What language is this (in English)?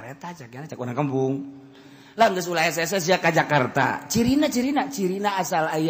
Sundanese